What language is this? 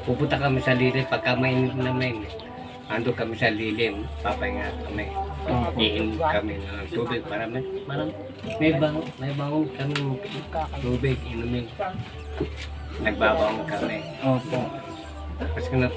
Filipino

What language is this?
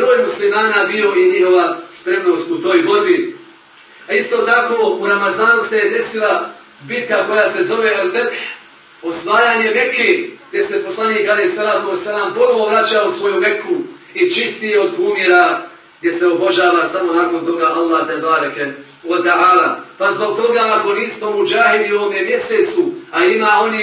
Bosnian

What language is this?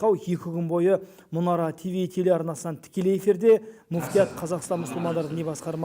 Kazakh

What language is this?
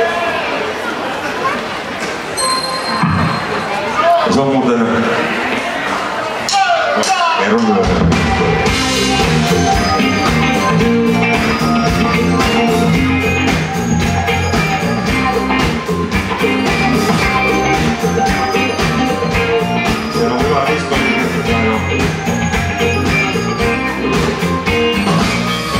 Finnish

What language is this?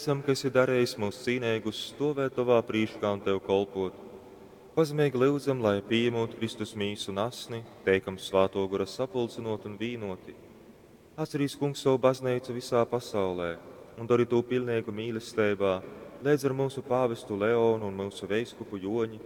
Latgalian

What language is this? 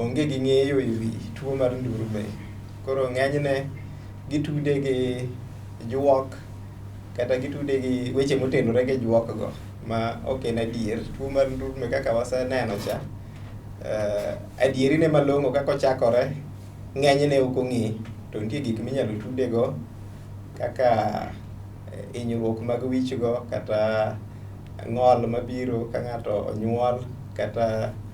Luo (Kenya and Tanzania)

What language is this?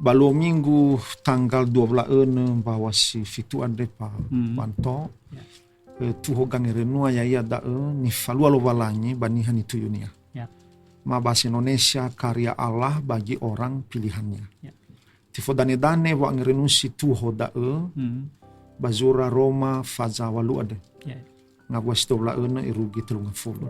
Nias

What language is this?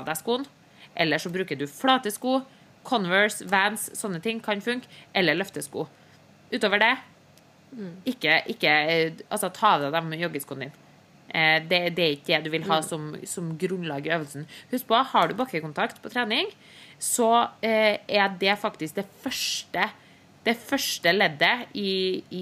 Norwegian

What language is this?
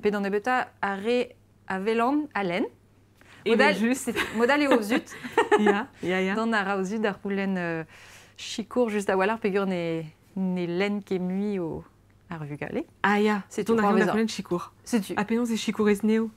Breton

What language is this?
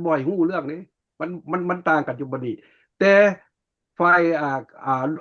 Lao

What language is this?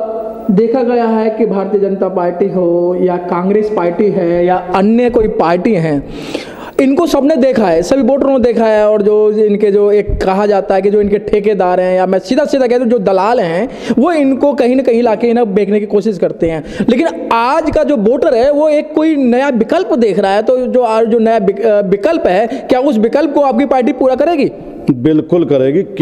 Hindi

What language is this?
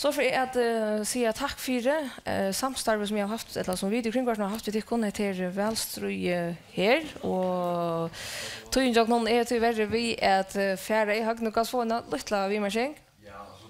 Faroese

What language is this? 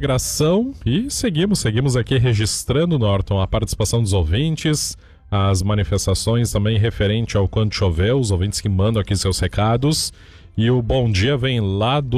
Portuguese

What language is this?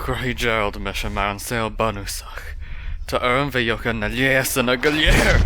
Irish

